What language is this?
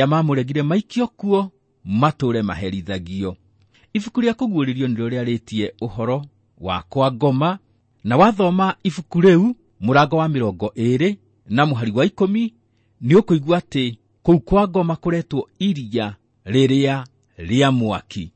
Kikuyu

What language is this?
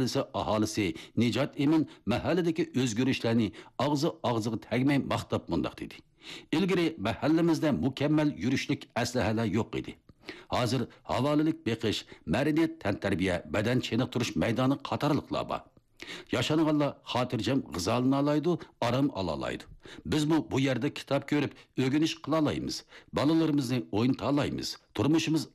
Uyghur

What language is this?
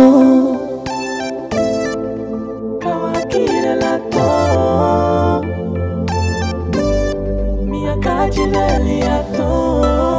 Swahili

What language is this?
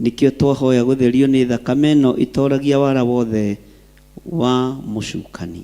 Kikuyu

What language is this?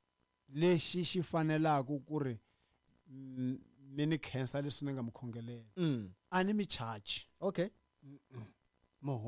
Tsonga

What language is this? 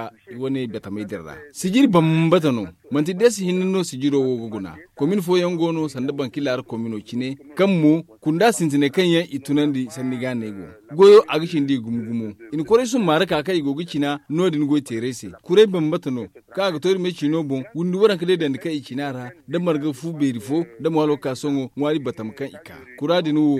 Zarma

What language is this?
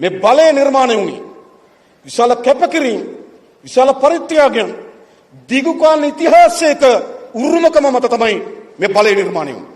Sinhala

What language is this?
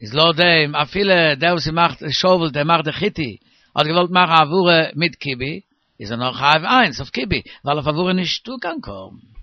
Yiddish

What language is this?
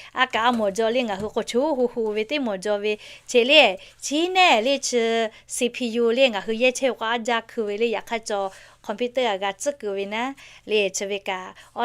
Lahu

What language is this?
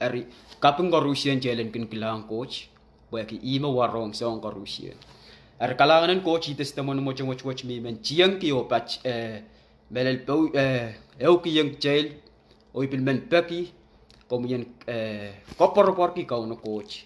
Pohnpeian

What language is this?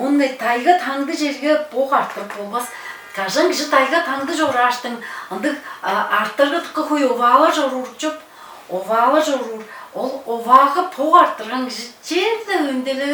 Tuvinian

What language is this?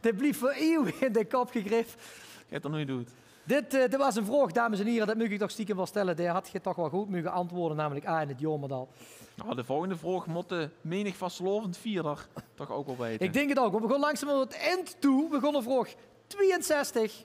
Limburgish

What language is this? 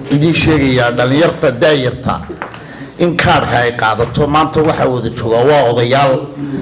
Somali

